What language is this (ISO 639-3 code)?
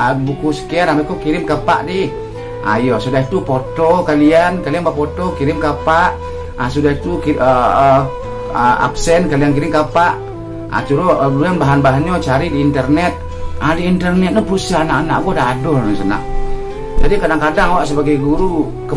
min